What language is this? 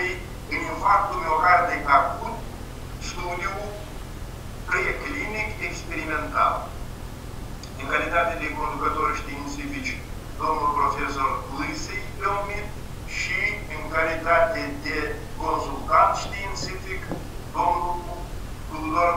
Romanian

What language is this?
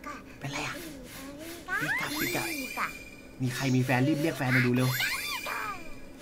Thai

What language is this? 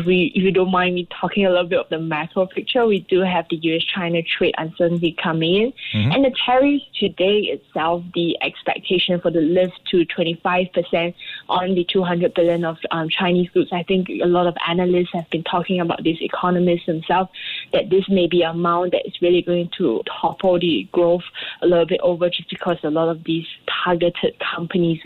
English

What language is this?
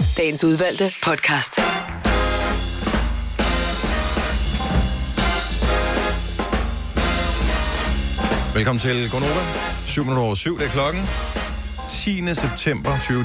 Danish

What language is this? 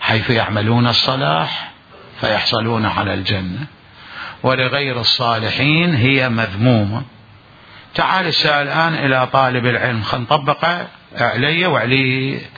Mesopotamian Arabic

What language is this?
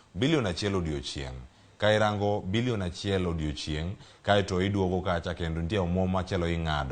Luo (Kenya and Tanzania)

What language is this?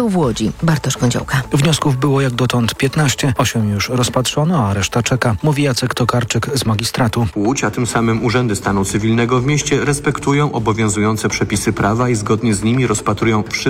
Polish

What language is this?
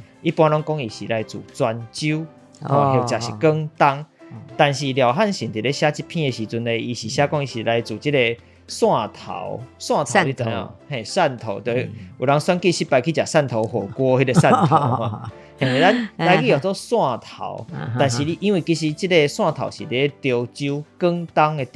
Min Nan Chinese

